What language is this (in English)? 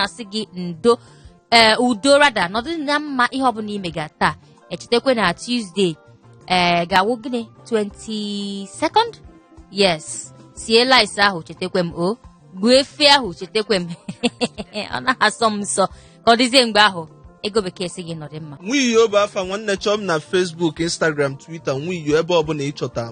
Igbo